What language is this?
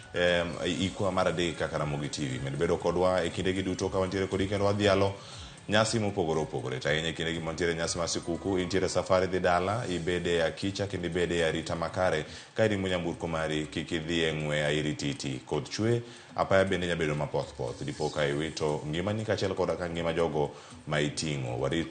Luo (Kenya and Tanzania)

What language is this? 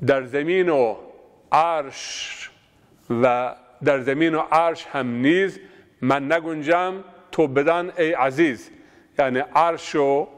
Zaza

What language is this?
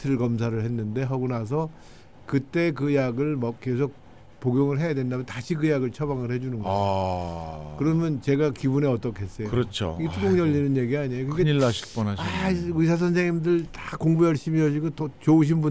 Korean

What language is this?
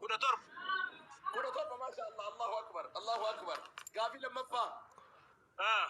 Oromo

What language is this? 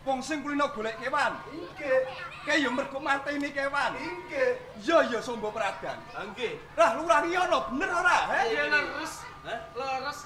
Javanese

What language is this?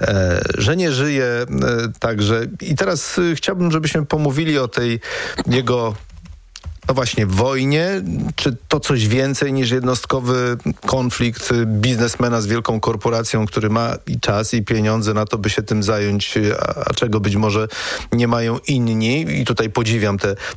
Polish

